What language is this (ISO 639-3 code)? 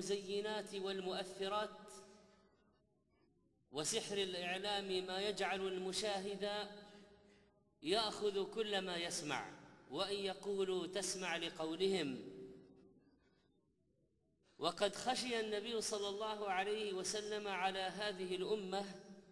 ara